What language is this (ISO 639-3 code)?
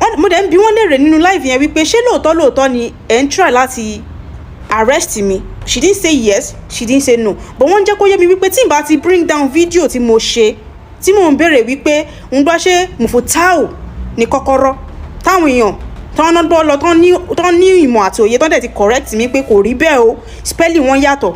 yor